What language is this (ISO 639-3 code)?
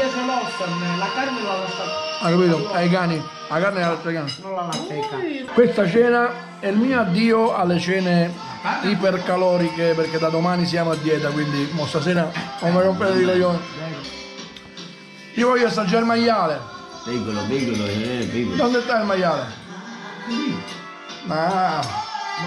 ita